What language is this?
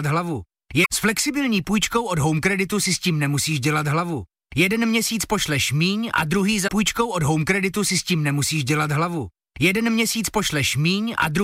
Czech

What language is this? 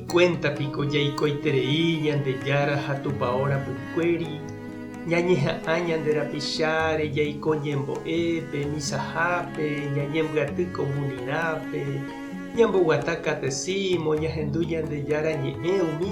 Guarani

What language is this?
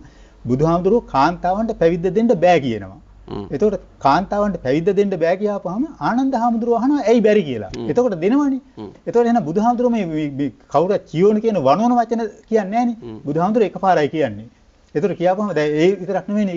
Sinhala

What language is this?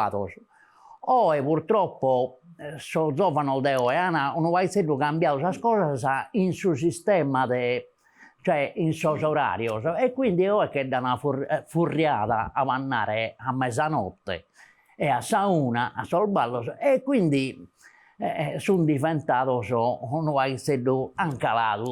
Sardinian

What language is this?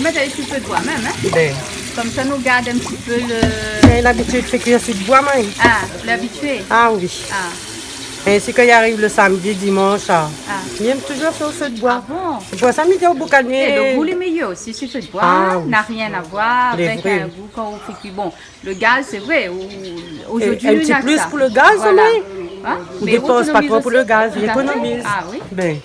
Réunion Creole French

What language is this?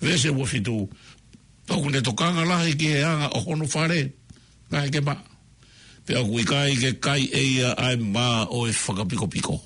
Tongan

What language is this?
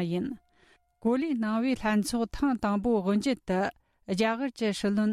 Tibetan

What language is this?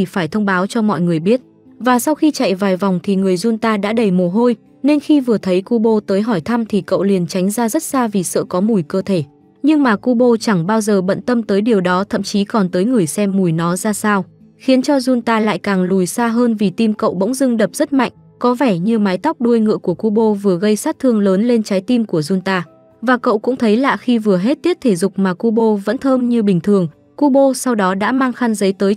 Vietnamese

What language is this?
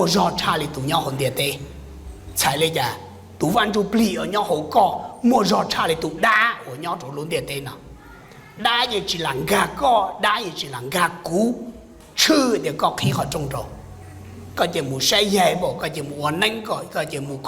Hmong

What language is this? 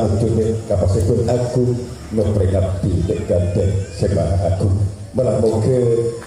Madurese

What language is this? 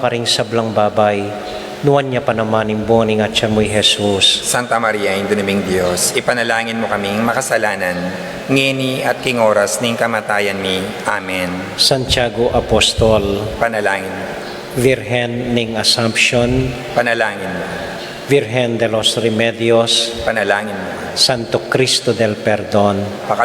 Pampanga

